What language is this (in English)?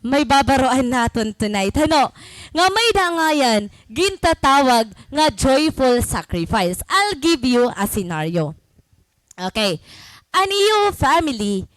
Waray